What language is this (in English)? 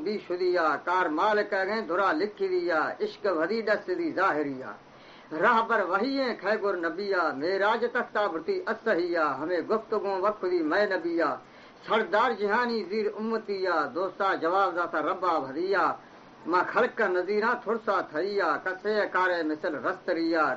Baluchi